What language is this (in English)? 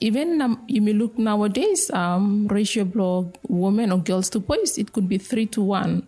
Bislama